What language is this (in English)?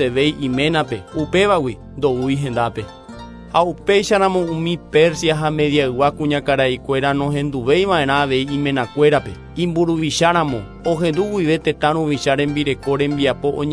Guarani